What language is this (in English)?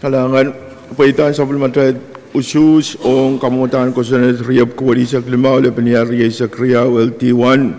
Pohnpeian